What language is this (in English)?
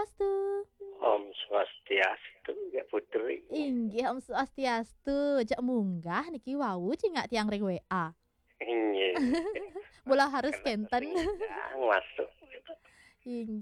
Balinese